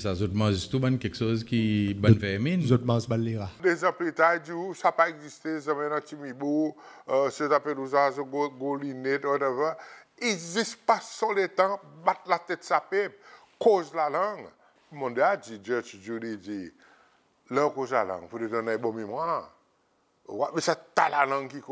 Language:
Seselwa Creole French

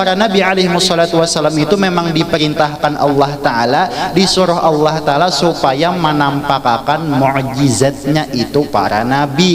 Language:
Banjar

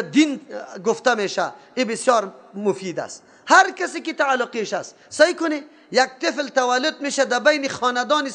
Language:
Persian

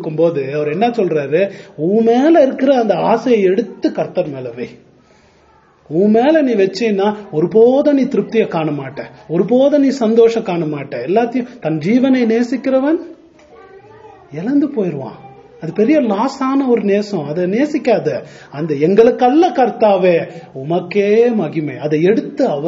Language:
Tamil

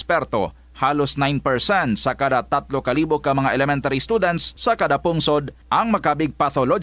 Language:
Hiligaynon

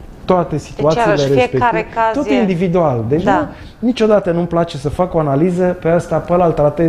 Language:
Romanian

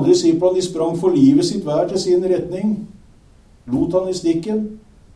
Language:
Norwegian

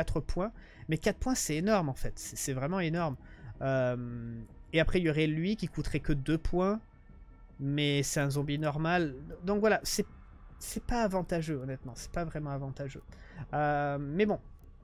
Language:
French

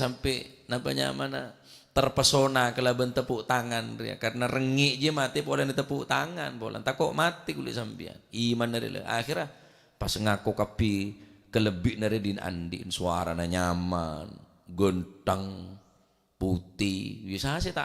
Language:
Madurese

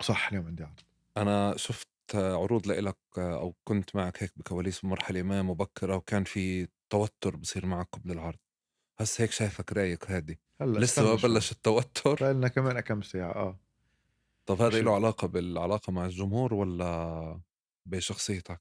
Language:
North Levantine Arabic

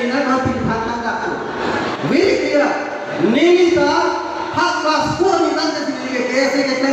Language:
Karbi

